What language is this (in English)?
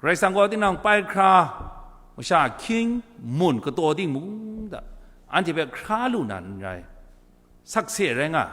Kachin